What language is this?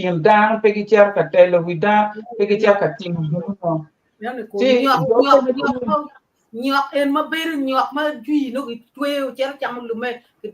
Acoli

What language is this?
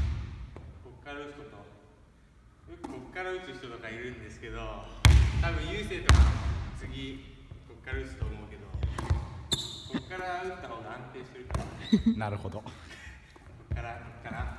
Japanese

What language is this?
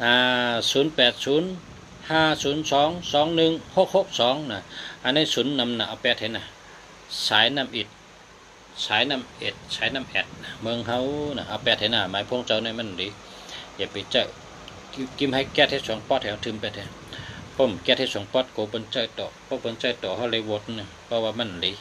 Shan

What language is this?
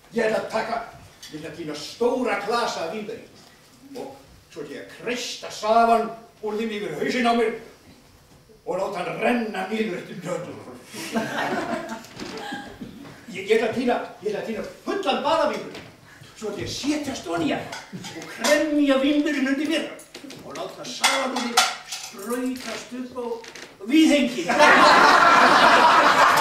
Icelandic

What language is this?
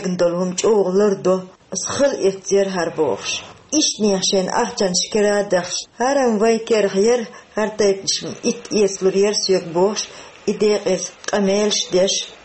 Chechen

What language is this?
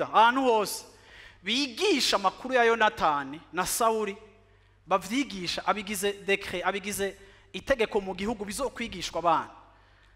Rundi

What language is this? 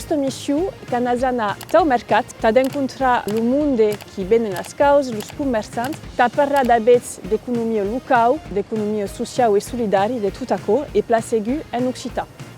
Occitan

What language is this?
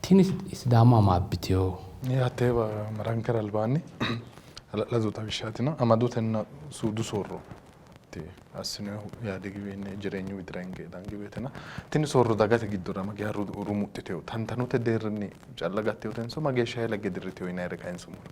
Sidamo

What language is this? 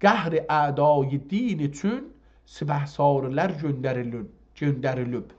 South Azerbaijani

